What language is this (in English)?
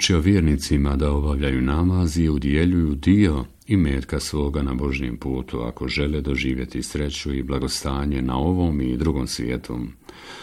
Bosnian